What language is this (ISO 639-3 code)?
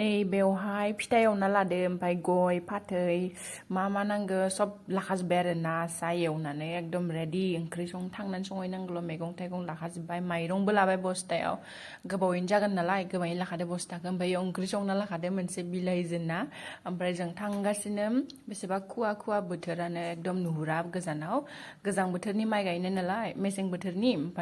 brx